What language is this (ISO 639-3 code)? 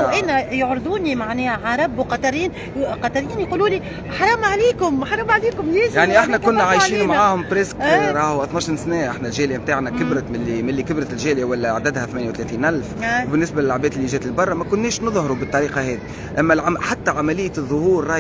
aeb